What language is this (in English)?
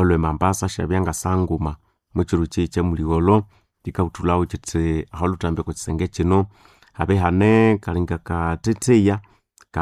Nande